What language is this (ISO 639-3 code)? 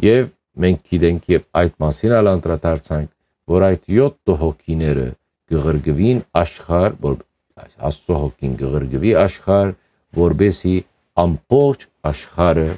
hyw